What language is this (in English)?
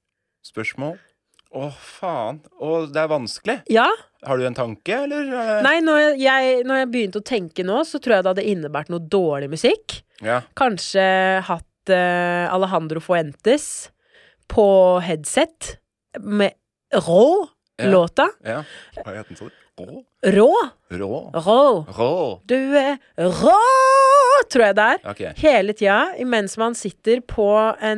Norwegian